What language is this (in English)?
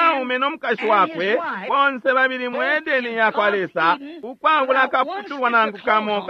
Bemba